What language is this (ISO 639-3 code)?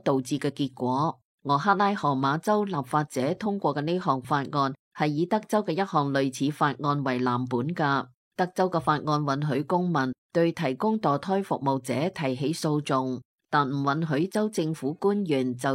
yue